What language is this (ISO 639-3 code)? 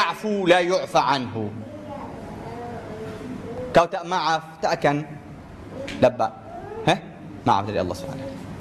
msa